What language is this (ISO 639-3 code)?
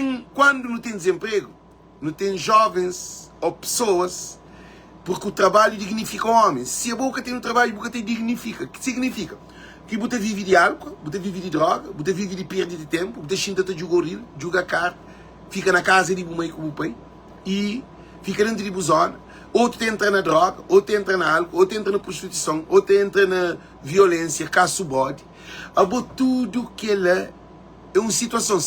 kea